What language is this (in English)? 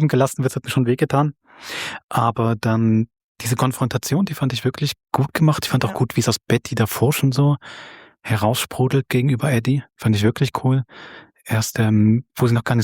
Swiss German